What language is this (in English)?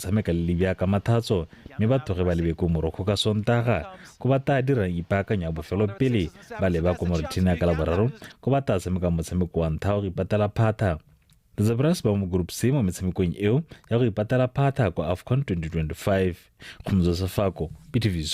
Tswana